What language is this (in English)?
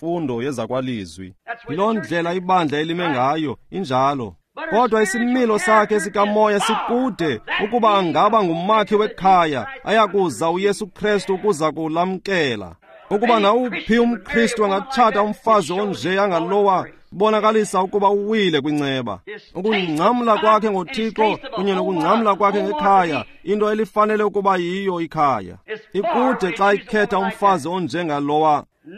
Xhosa